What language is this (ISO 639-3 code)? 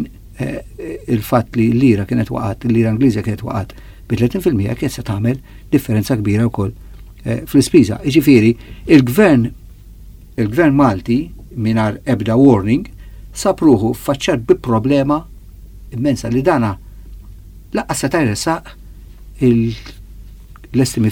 mlt